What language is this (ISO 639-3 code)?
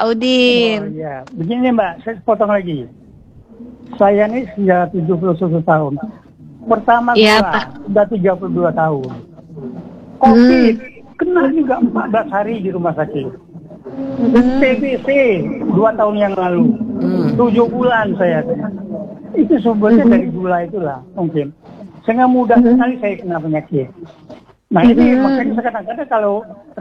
ind